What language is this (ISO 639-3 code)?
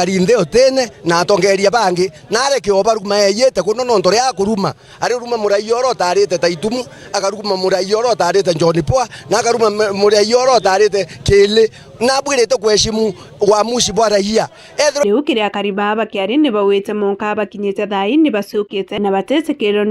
mer